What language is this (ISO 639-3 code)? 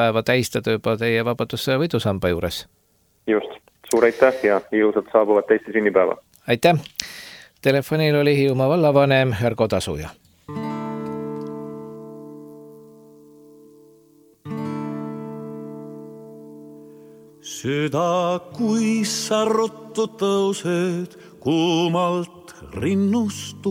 est